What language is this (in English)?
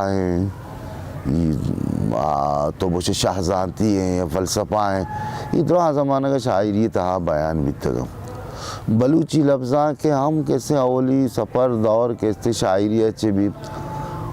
Baluchi